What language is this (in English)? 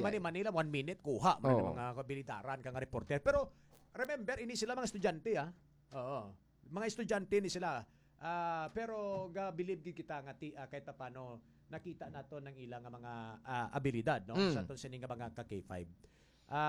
Hiligaynon